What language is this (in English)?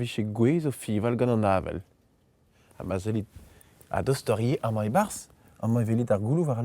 Breton